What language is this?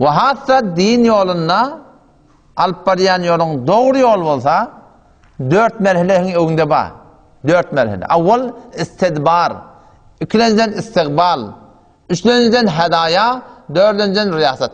Turkmen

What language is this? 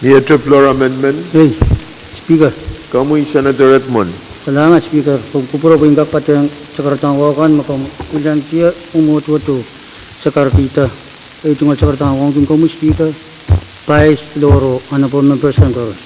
Pohnpeian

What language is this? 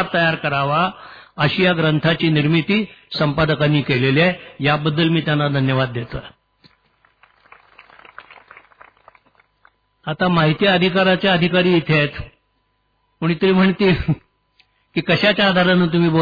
Marathi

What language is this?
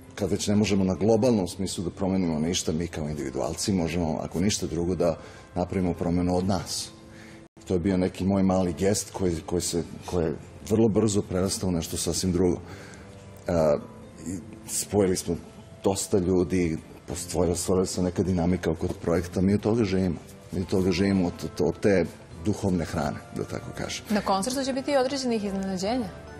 Serbian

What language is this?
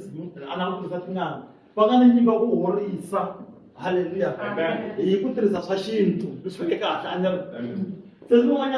Tsonga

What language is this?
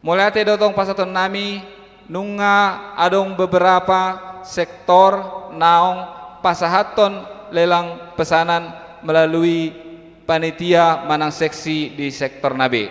Batak Toba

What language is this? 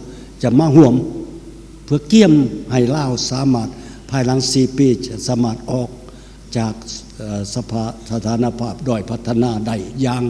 Lao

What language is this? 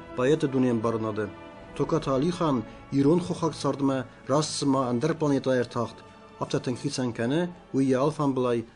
Ossetic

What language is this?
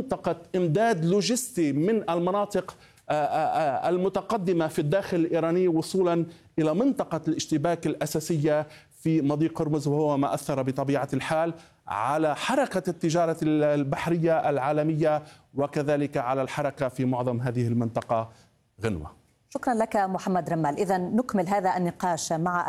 Arabic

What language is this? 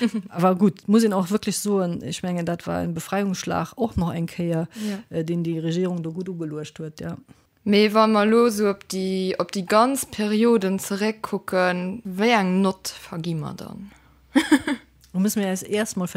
Luxembourgish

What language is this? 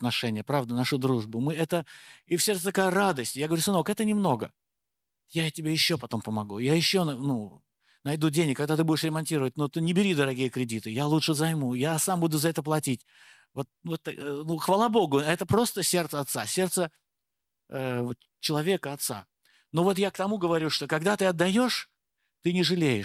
Russian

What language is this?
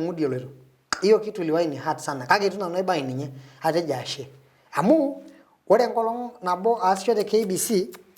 Masai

